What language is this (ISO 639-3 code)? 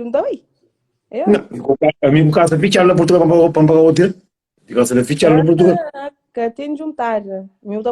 kea